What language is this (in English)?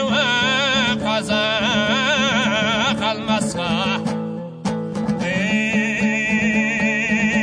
Kazakh